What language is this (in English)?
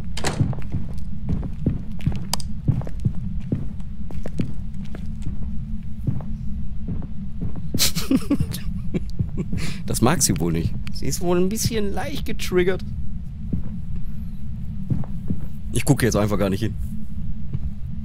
German